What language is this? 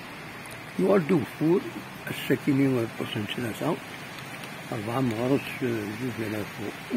Kabyle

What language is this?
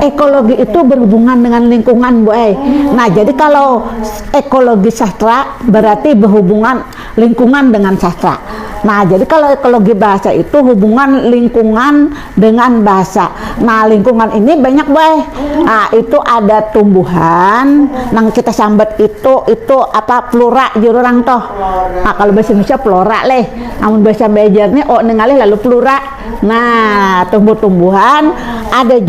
Banjar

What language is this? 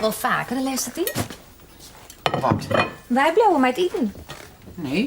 Western Frisian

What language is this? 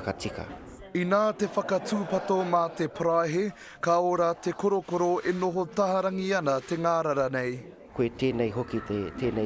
Māori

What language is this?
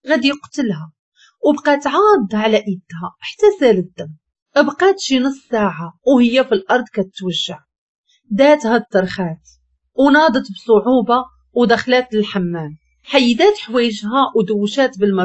Moroccan Arabic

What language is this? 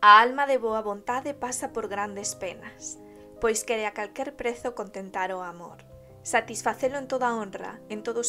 Galician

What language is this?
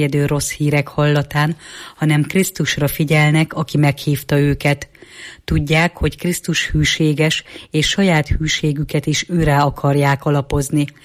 Hungarian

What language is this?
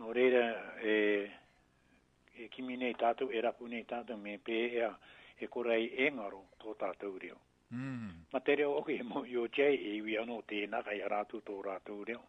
Māori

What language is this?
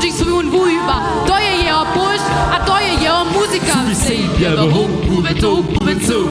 Upper Sorbian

